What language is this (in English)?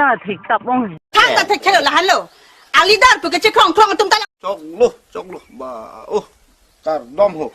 Karbi